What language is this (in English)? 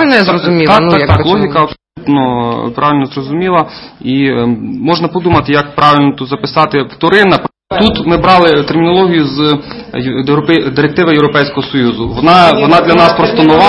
Ukrainian